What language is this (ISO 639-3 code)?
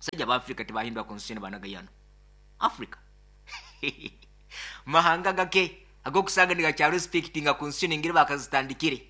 nyo